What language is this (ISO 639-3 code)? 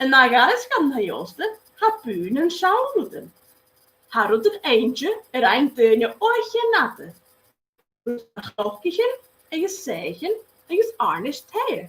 gla